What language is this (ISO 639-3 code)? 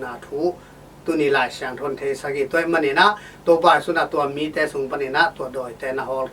ctd